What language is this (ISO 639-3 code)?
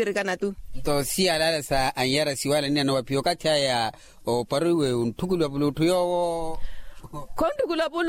vmw